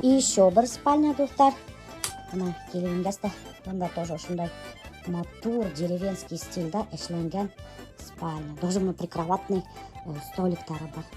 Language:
Bashkir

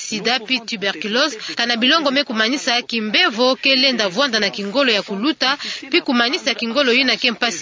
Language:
Kituba (Democratic Republic of Congo)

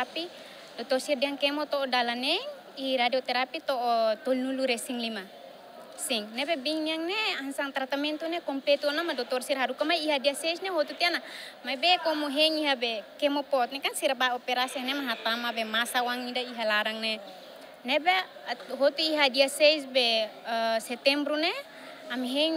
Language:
Tetum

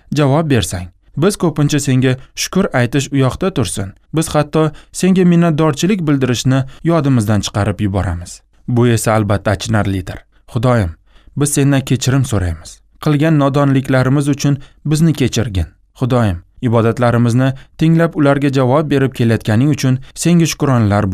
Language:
Uzbek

